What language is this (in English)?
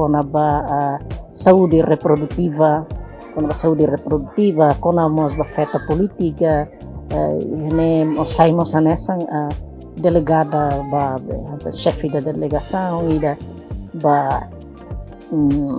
Tetum